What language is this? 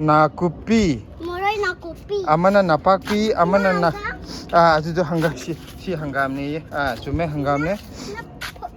Manipuri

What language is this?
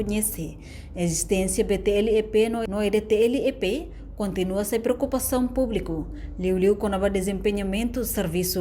Tetum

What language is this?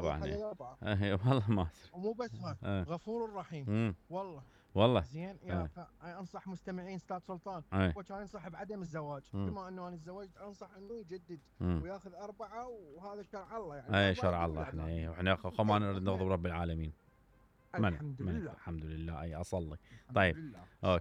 Mesopotamian Arabic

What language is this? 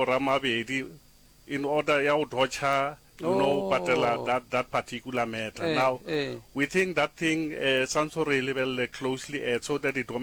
Northern Sotho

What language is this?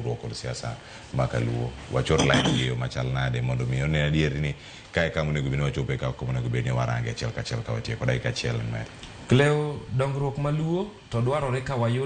Luo (Kenya and Tanzania)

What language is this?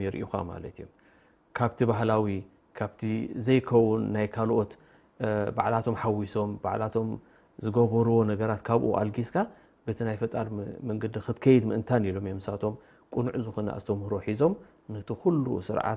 Tigrinya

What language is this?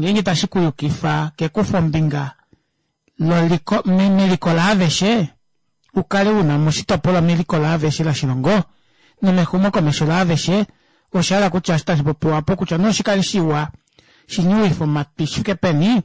Kuanyama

